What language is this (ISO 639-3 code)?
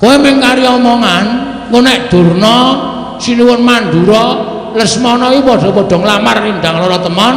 jav